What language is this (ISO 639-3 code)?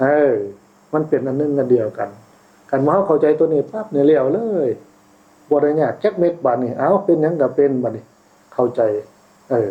tts